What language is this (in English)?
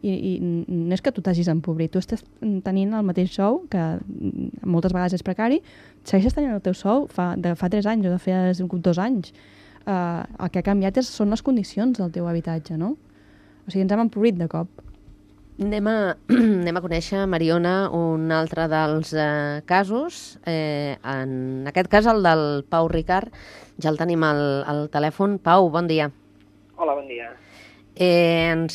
Catalan